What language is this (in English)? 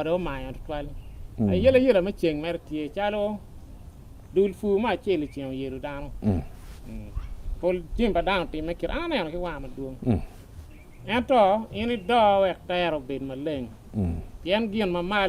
Acoli